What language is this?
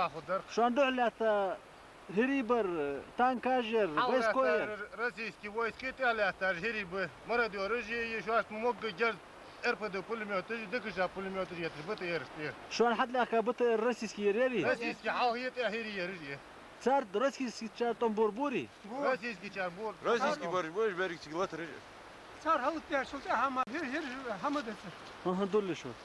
Ingush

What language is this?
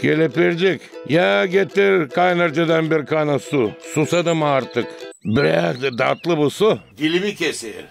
Gagauz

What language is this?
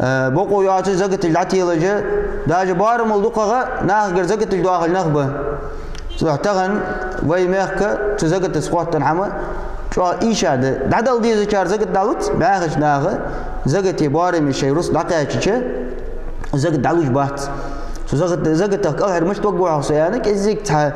Ingush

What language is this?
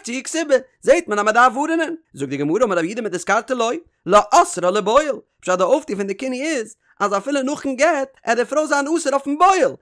Yiddish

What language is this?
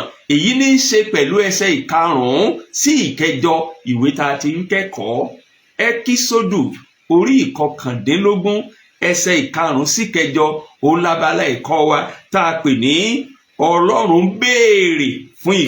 Yoruba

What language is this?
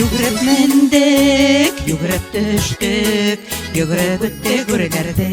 Bashkir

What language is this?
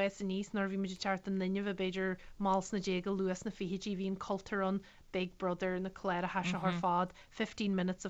Irish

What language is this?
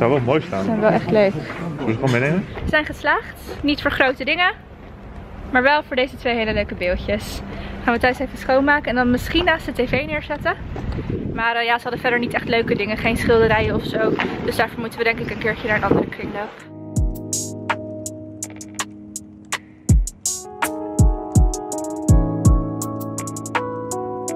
Dutch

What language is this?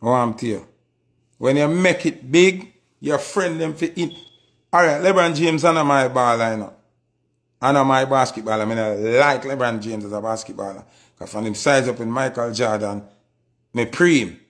Jamaican Creole English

